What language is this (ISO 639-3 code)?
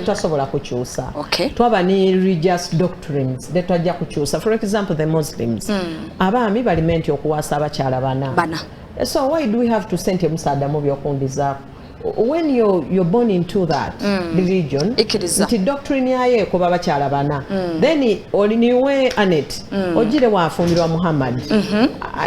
xog